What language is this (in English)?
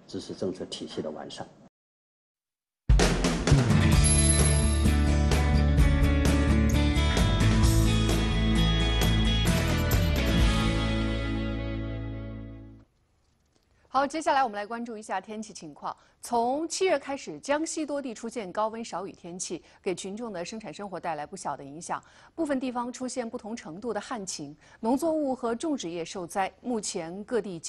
Chinese